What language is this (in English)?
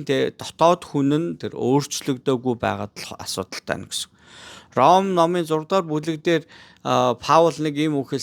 Mongolian